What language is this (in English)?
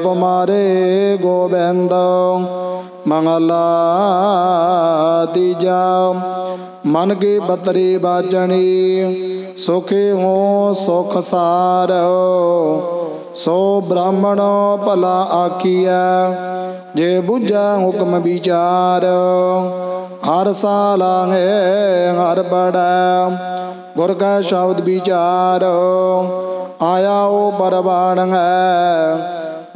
Punjabi